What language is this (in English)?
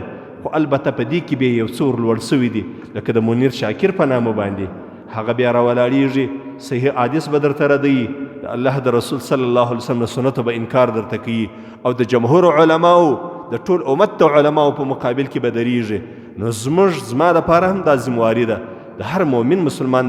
Pashto